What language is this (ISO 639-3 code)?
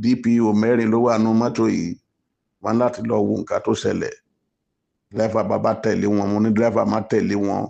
yor